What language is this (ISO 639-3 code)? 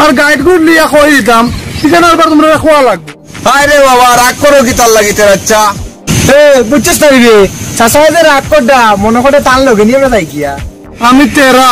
syl